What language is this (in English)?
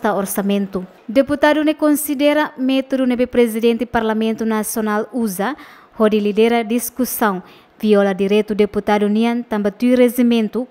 Tetum